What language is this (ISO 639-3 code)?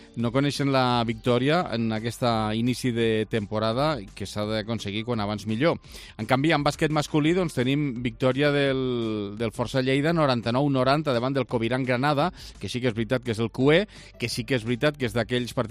cat